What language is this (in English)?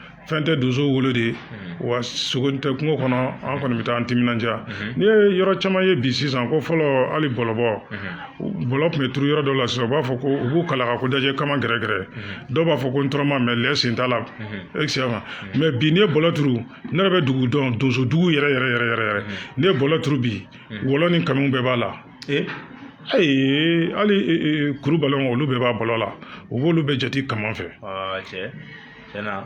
Bambara